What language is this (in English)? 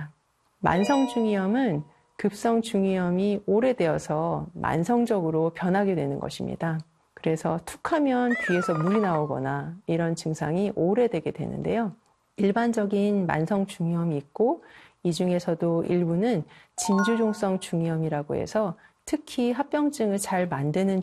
Korean